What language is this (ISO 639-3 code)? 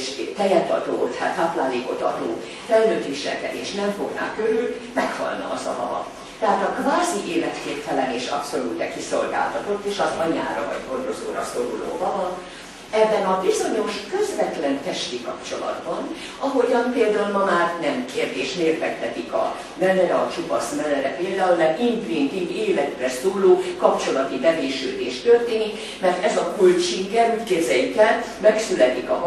hun